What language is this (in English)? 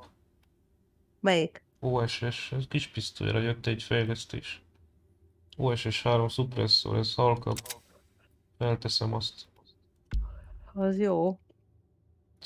Hungarian